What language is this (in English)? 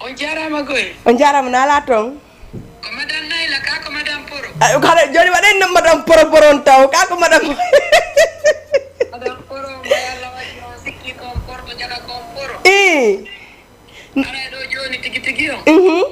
Fula